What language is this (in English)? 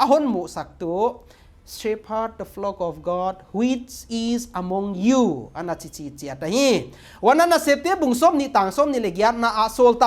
Paite Chin